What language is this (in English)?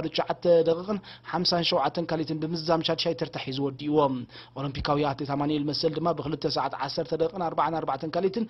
Tigrinya